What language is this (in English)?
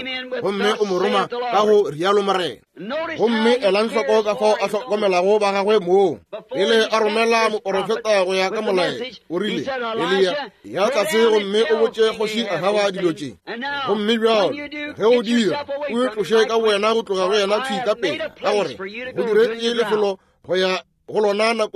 Northern Sotho